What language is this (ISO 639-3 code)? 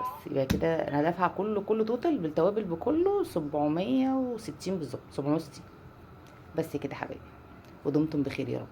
arz